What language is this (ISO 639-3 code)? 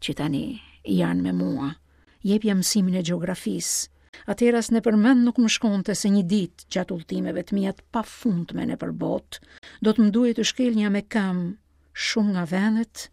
sqi